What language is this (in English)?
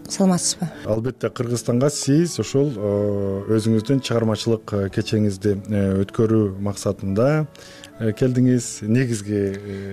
Kyrgyz